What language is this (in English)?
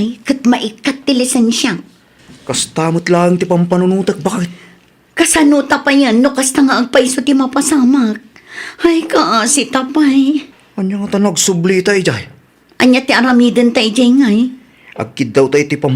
Iloko